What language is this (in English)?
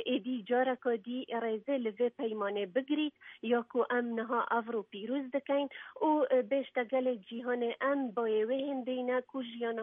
Kurdish